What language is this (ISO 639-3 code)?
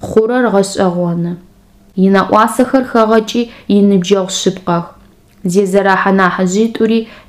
ady